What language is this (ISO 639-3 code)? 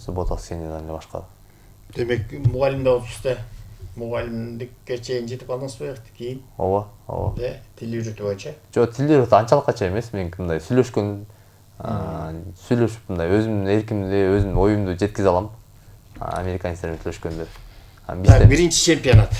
kir